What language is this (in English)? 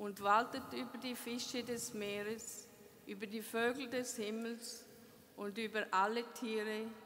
German